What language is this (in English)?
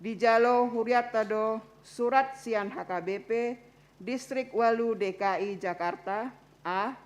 Batak Toba